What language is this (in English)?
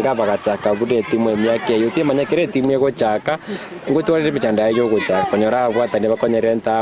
Gusii